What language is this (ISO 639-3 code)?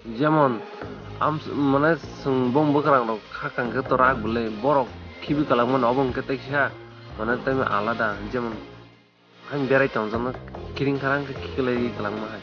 trp